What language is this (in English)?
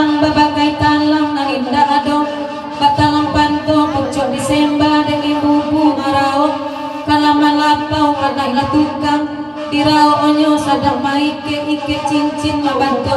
Minangkabau